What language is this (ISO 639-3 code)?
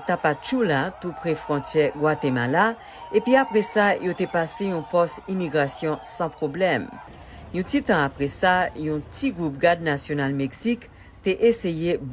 hat